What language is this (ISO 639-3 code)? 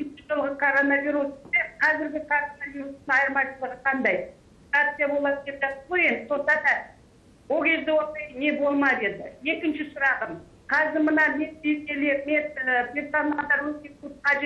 kaz